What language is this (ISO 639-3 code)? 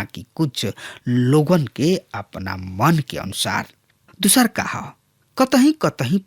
bho